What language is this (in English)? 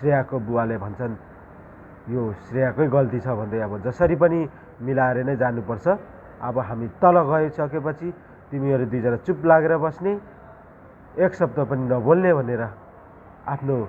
Nepali